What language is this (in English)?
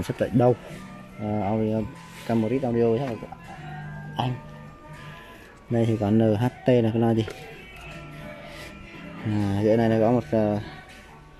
Vietnamese